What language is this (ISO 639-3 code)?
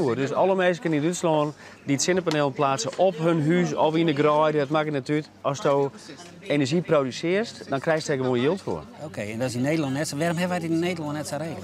fry